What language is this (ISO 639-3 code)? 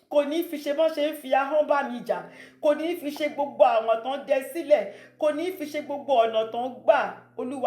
yor